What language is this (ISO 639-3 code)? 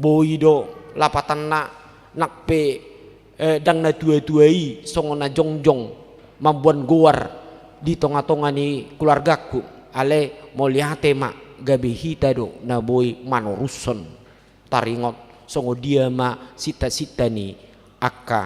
bbc